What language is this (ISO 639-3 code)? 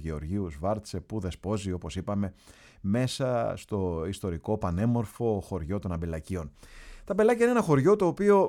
ell